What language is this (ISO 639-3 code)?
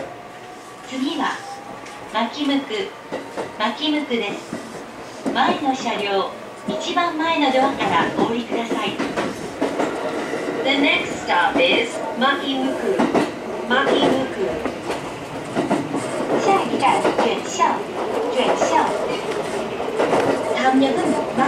jpn